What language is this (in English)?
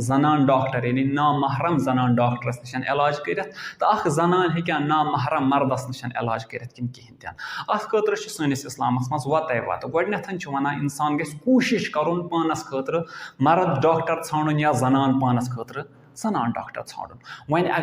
Kashmiri